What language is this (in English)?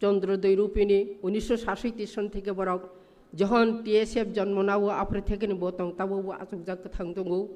Kok Borok